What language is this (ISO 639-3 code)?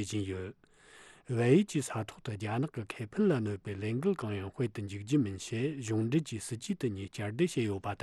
bod